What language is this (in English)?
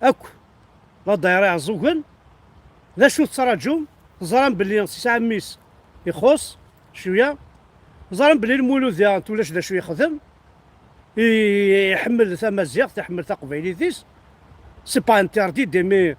Kabyle